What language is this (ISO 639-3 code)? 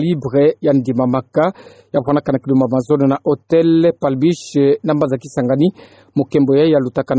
ktu